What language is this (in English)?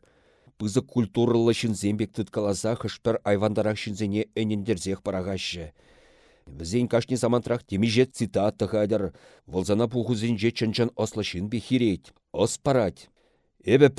Chuvash